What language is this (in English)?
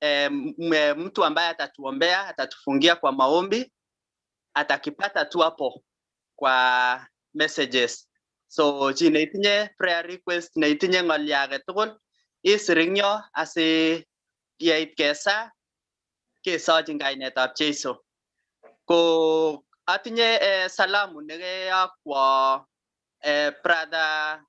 Kalenjin